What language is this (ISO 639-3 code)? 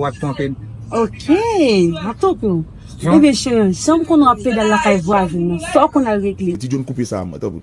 hat